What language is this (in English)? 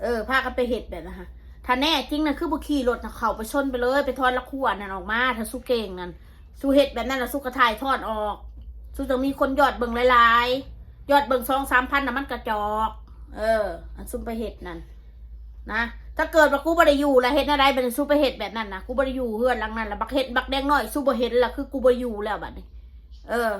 Northeastern Thai